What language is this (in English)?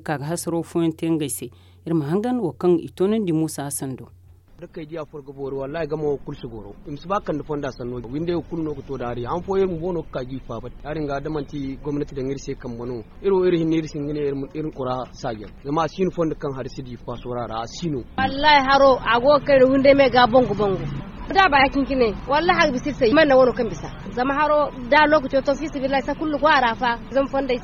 Zarma